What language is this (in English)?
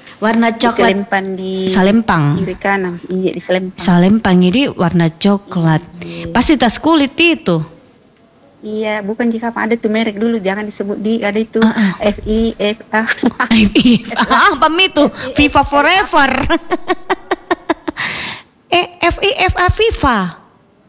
Indonesian